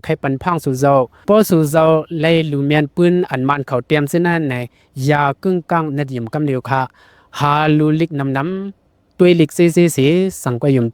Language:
Shan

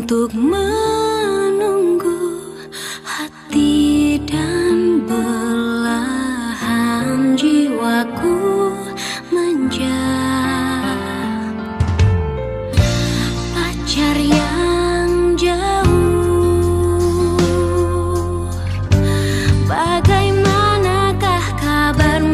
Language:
Indonesian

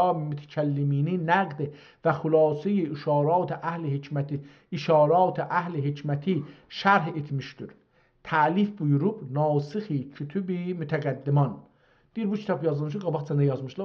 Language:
South Azerbaijani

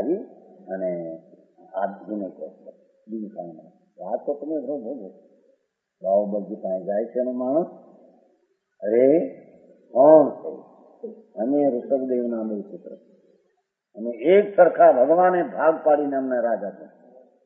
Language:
Gujarati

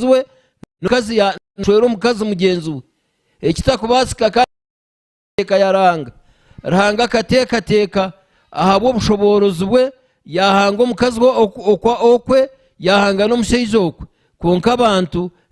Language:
Nyankole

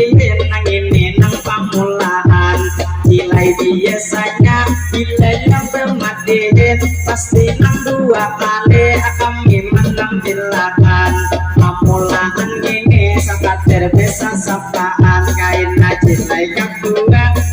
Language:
Banjar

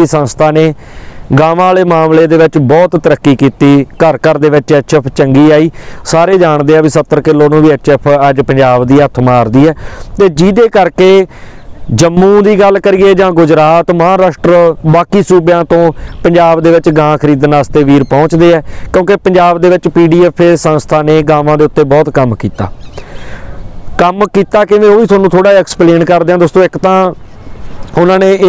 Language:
Punjabi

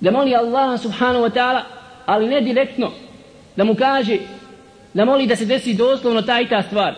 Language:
Bosnian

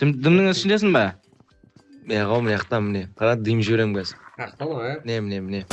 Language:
Kara-Kalpak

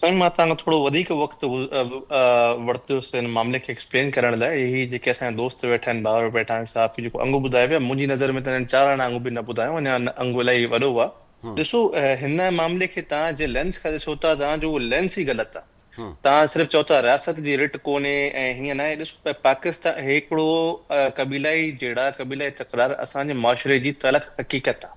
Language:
Sindhi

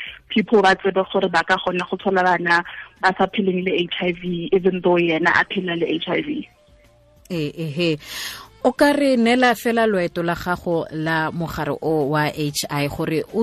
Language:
Tswana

